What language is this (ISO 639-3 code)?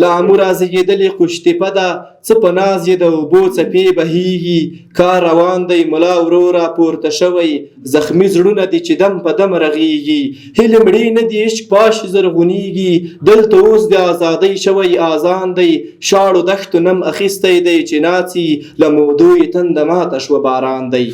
pus